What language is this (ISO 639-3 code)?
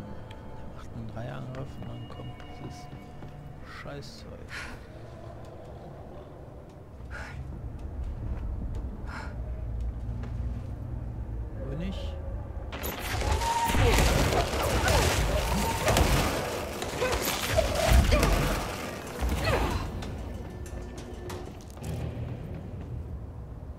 deu